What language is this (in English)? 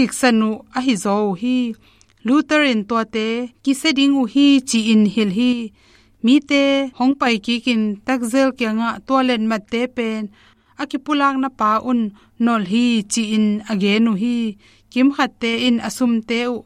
Tedim Chin